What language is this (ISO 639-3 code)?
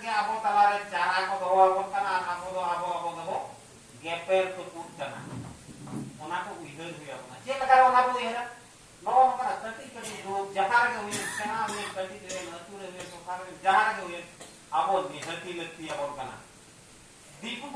sat